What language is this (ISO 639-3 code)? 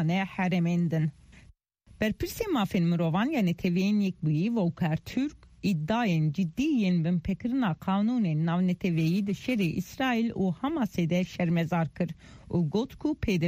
kur